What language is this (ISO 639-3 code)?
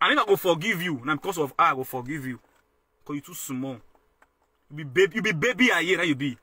pcm